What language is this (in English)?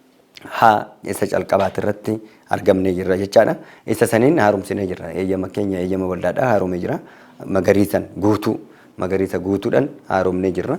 Oromo